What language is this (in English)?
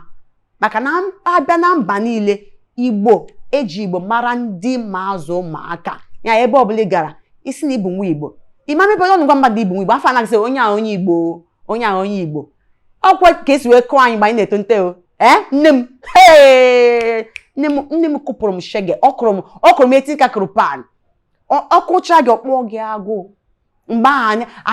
Igbo